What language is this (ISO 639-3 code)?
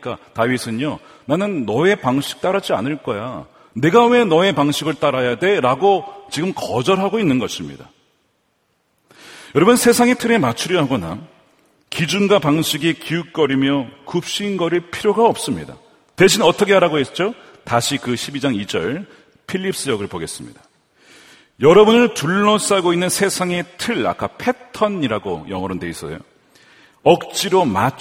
kor